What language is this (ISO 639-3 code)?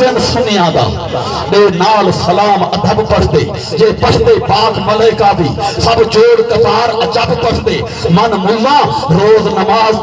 skr